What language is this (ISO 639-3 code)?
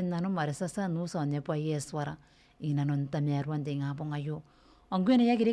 gil